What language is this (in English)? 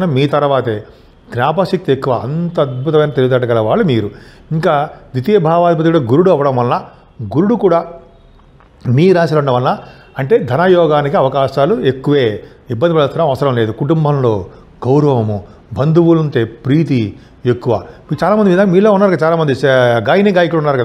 Telugu